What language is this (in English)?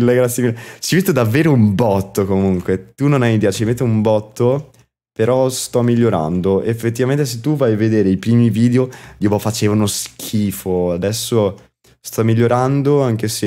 Italian